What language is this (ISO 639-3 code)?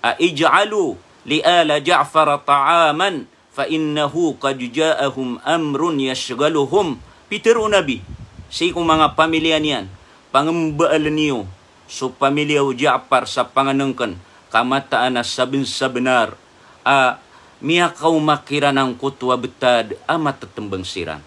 mrw